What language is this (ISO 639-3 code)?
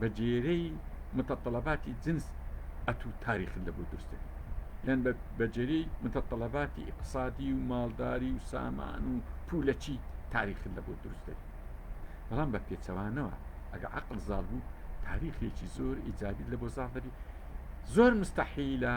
ckb